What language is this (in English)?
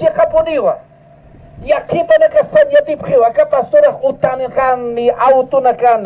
Aymara